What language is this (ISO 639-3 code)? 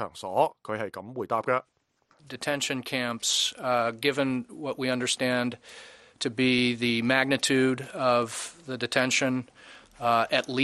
yue